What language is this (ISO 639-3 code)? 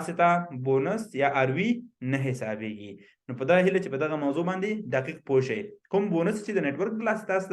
pus